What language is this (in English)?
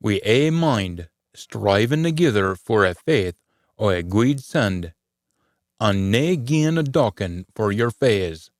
Scots